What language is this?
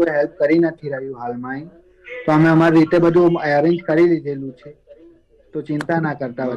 Gujarati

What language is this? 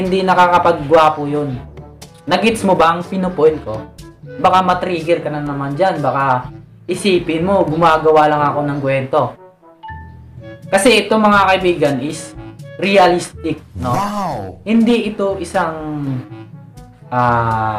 Filipino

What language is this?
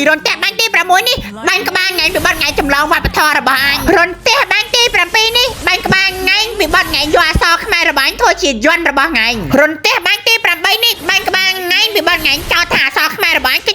Khmer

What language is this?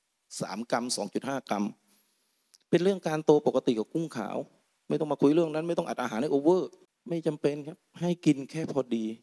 Thai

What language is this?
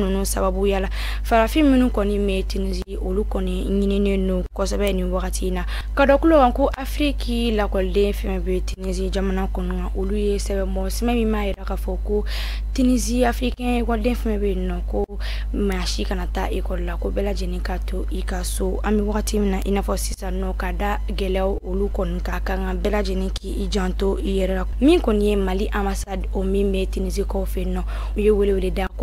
Bambara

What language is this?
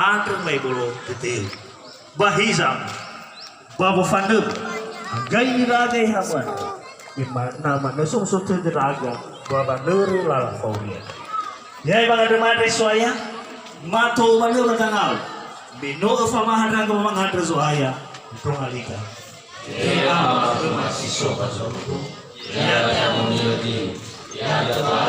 Nias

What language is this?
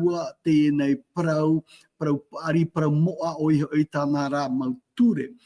Tahitian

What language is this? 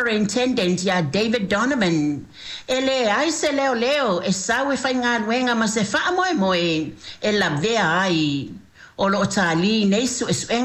Samoan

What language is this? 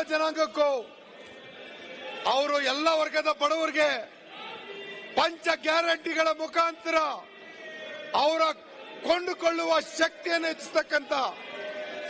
Kannada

